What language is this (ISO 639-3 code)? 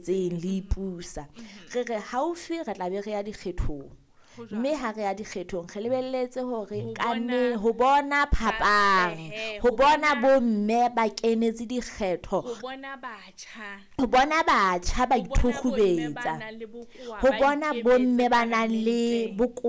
sot